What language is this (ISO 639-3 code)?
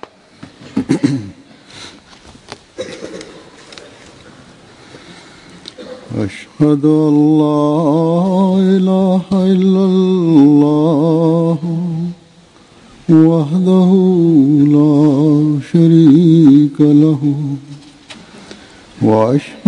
bos